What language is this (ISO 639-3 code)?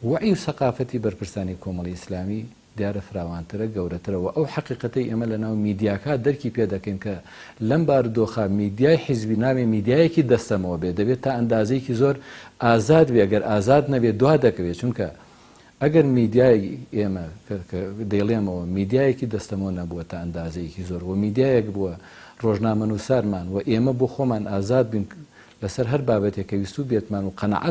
ckb